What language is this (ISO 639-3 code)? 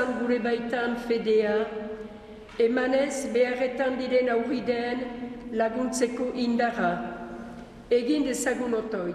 eus